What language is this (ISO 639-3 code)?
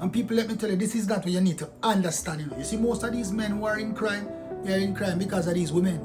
jam